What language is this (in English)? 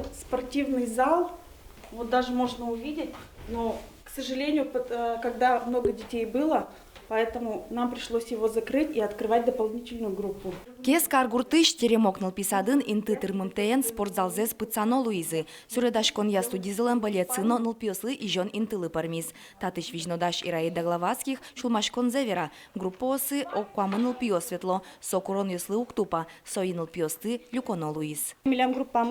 Udmurt